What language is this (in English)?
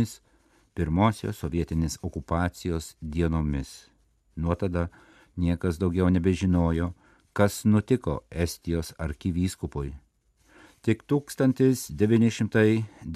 Lithuanian